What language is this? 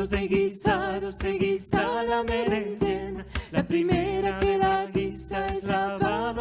Ladino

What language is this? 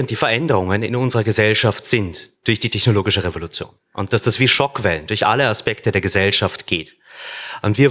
German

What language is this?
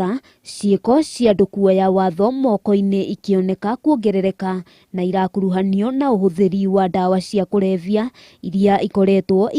Kikuyu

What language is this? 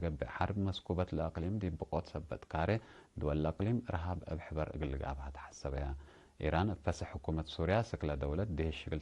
Tigre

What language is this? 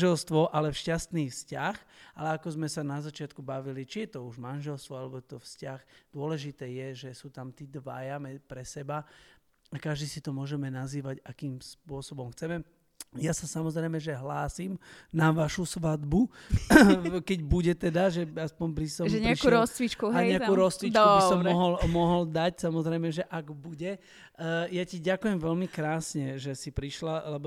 Slovak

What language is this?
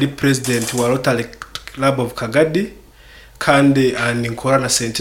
Nyankole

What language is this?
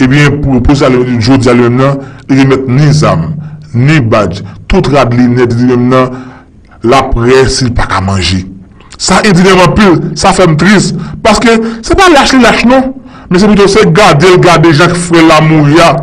Haitian Creole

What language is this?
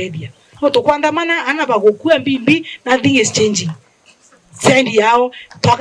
Meru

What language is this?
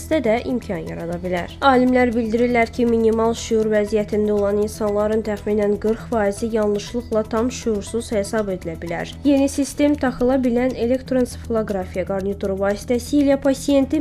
Azerbaijani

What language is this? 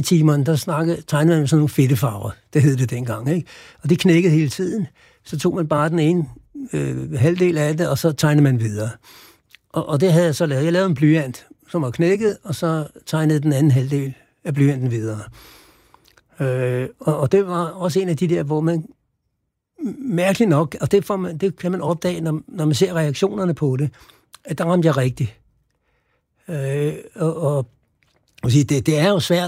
Danish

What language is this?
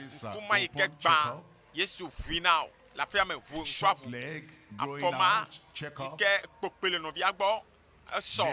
Ewe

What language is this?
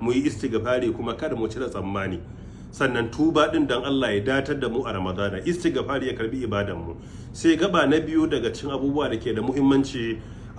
Hausa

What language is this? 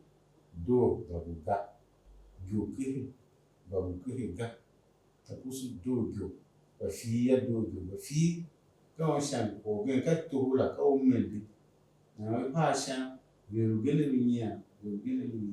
Tiv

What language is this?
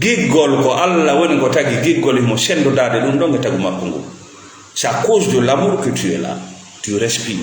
Fula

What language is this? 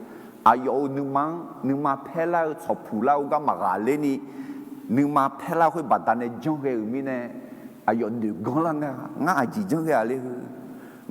Akha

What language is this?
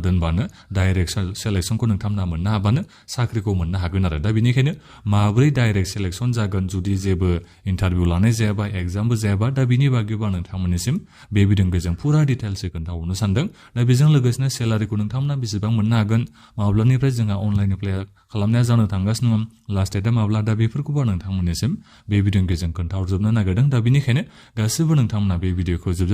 Bodo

